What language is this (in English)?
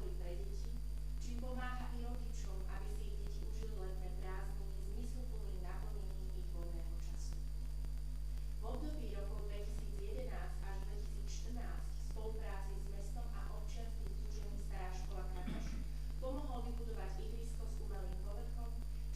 Slovak